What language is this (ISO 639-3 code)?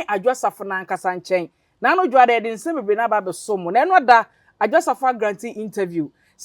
aka